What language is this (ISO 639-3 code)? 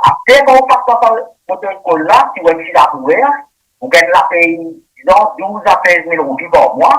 mfe